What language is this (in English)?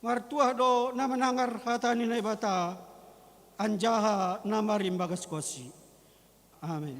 Batak Simalungun